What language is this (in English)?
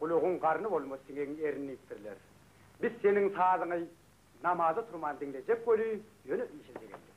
Turkmen